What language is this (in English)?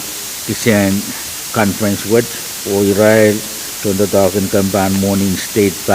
Pohnpeian